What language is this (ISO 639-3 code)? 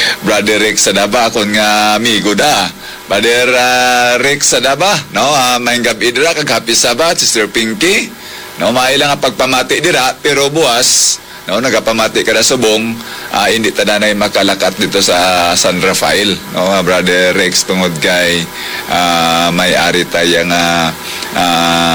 hil